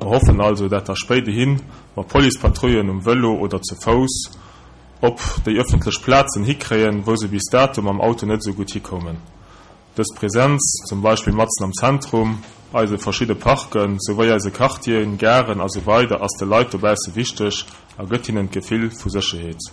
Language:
Luxembourgish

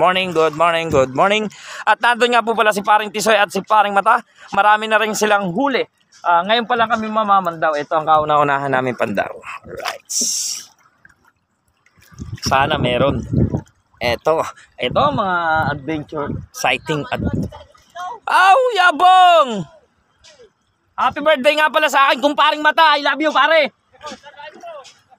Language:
Filipino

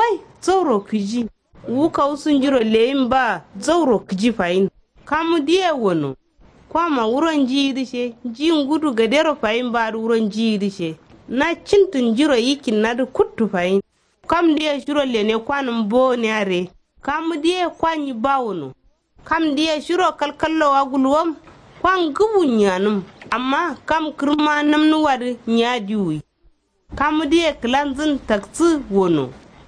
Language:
Kanuri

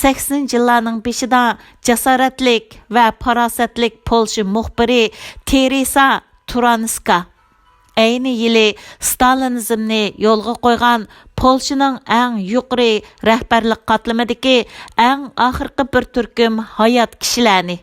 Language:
Uyghur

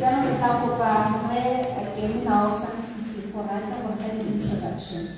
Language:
Tswana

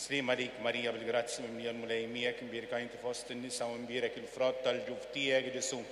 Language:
Maltese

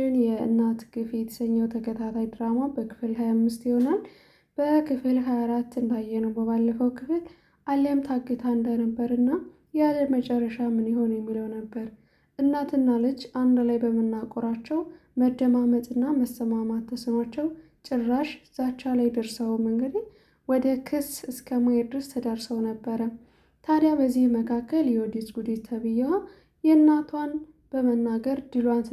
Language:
Amharic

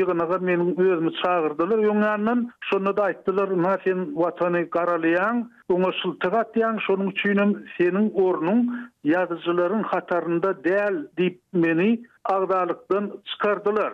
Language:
Turkmen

